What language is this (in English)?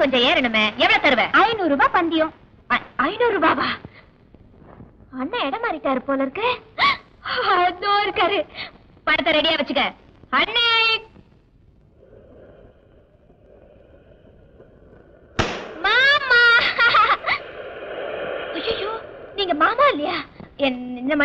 Tamil